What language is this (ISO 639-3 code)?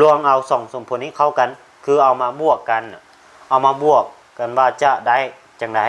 lao